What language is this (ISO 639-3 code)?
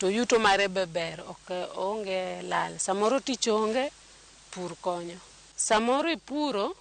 luo